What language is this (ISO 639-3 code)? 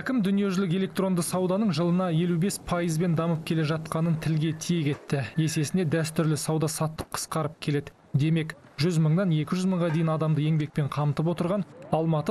kaz